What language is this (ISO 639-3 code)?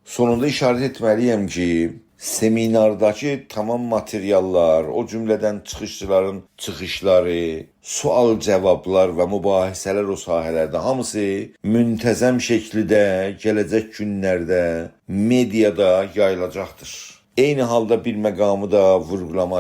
azb